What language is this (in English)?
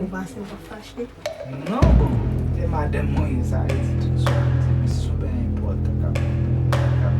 Haitian Creole